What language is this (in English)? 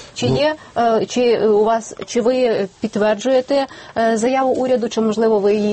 Ukrainian